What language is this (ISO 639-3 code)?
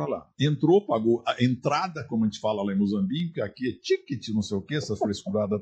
por